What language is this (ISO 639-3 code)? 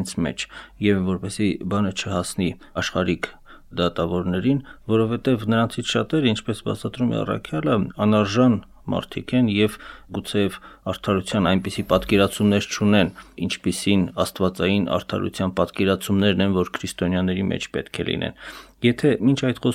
hye